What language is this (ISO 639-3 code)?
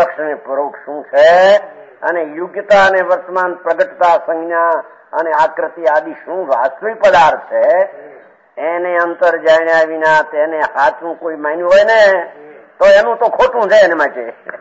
guj